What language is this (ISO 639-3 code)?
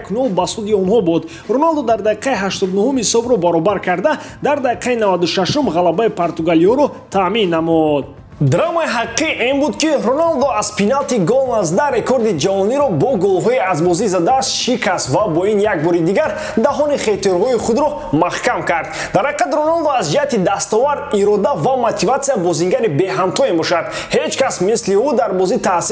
tgk